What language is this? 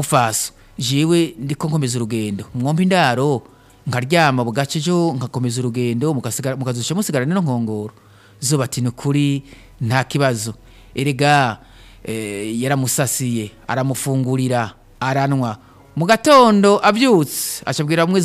Rundi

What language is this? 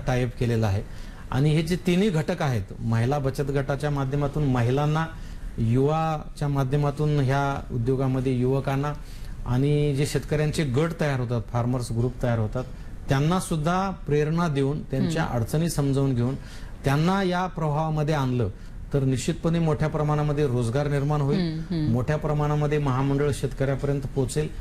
Marathi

